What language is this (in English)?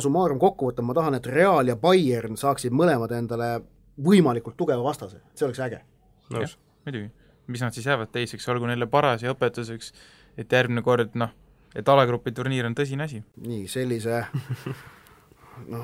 Estonian